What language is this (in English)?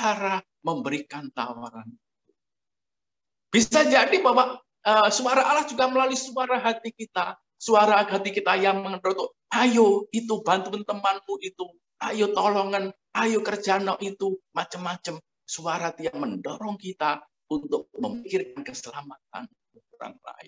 Indonesian